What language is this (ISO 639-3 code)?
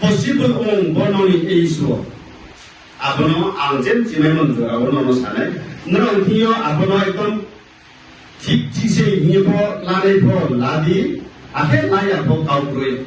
ria